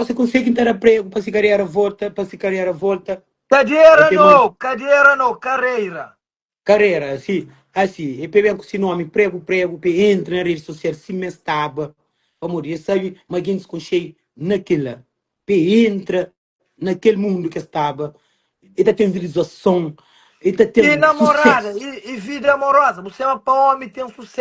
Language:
Kabuverdianu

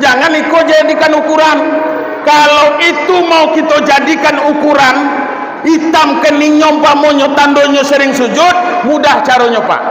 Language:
Minangkabau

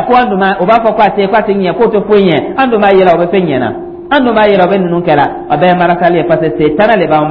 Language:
Dyula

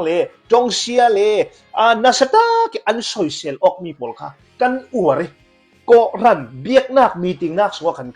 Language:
Hakha Chin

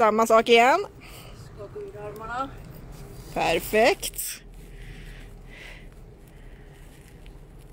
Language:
Swedish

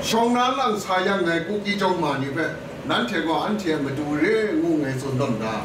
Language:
Kachin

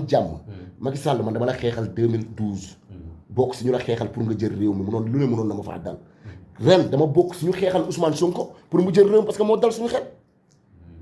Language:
Wolof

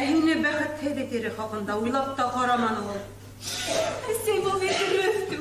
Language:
Bashkir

